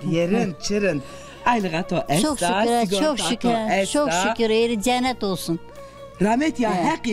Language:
Zaza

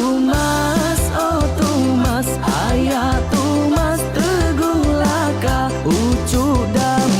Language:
Iban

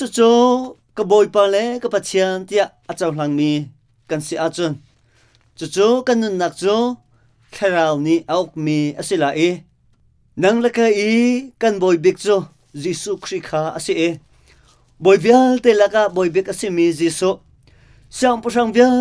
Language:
Hakha Chin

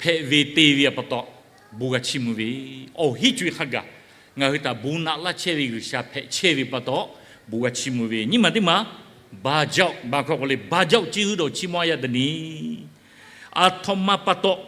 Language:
Lahu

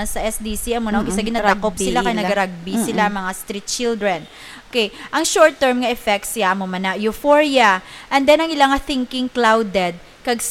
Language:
Hiligaynon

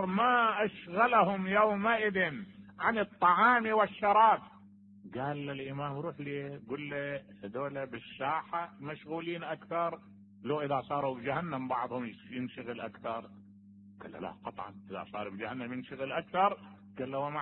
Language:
Mesopotamian Arabic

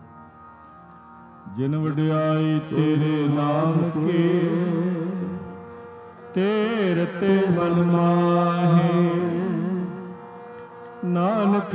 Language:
Punjabi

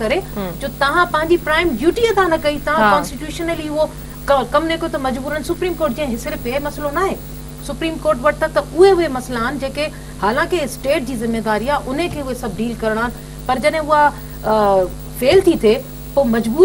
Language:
Sindhi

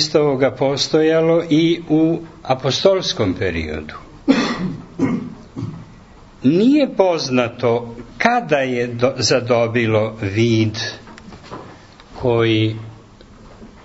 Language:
Serbian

